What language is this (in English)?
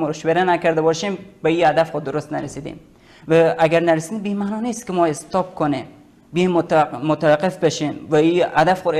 Persian